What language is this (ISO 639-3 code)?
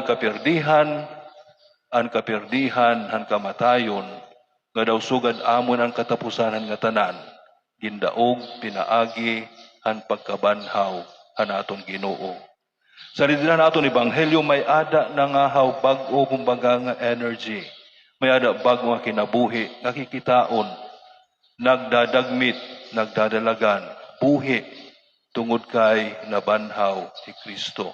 war